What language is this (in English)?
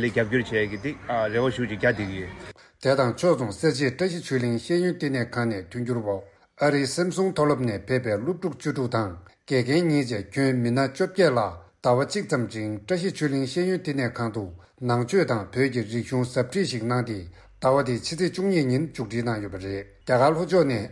Tibetan